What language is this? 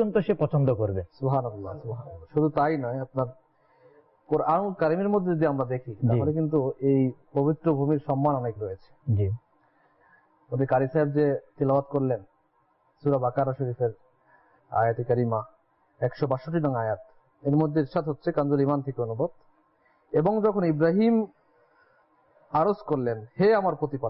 Bangla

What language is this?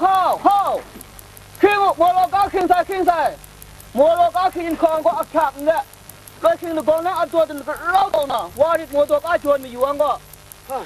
Kachin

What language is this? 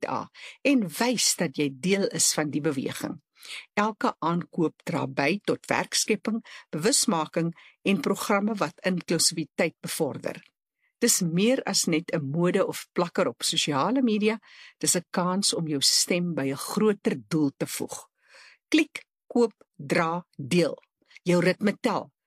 Afrikaans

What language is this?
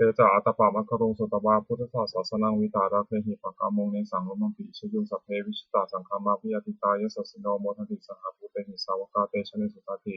Pali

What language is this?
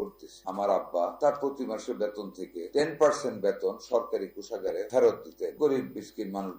Bangla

